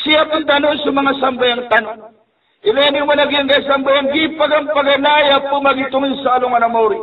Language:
Maranao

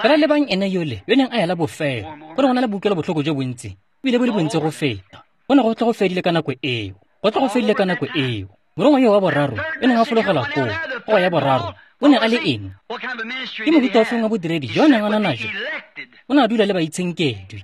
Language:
Tswana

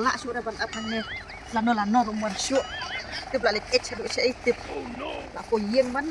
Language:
Khasi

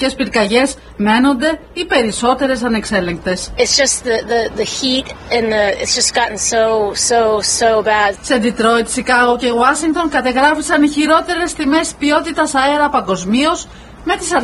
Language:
Greek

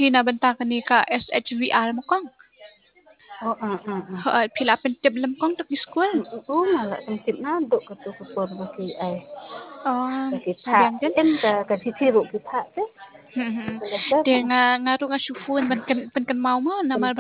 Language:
Khasi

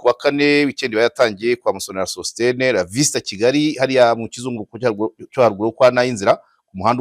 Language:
Kinyarwanda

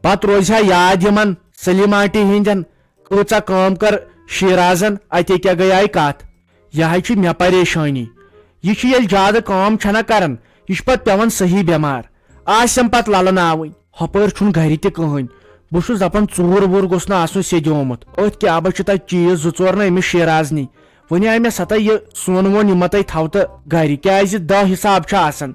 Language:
Kashmiri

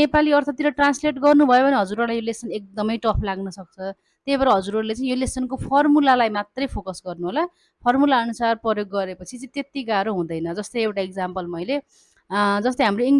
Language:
Nepali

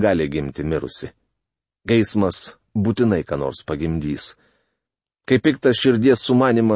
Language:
Lithuanian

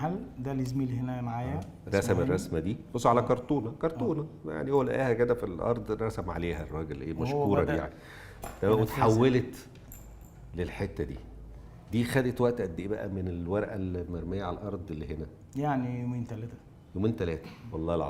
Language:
Egyptian Arabic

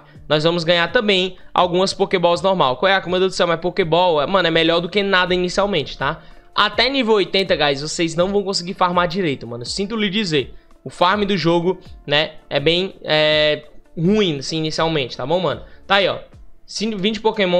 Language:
Portuguese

